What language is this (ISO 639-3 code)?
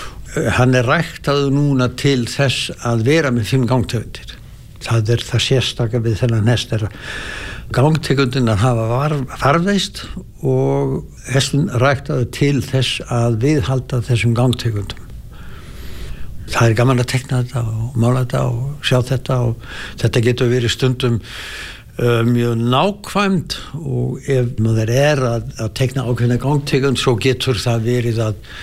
isl